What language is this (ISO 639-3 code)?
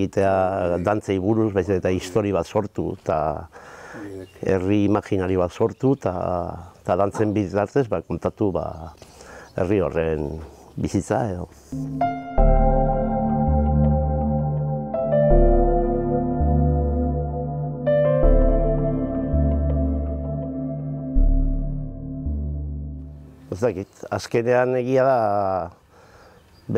eus